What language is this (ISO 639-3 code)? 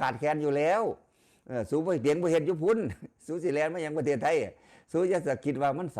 tts